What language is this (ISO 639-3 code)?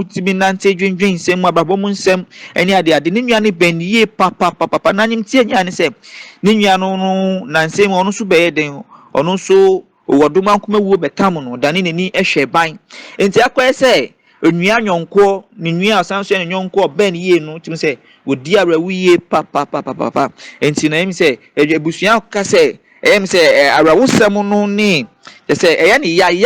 aka